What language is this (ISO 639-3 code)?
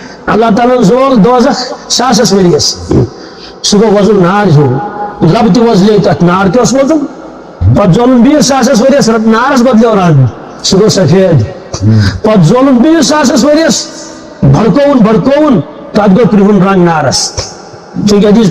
kas